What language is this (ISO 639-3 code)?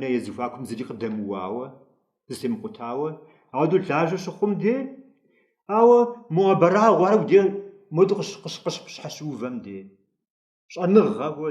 kbd